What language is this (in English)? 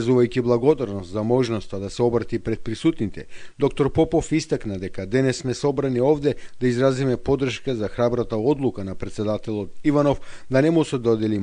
Macedonian